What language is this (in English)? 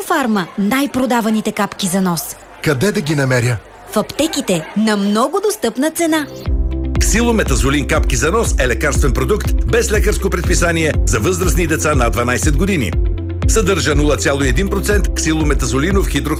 Bulgarian